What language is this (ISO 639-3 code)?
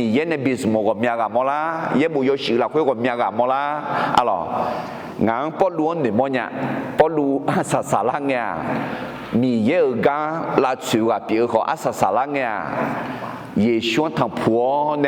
ahk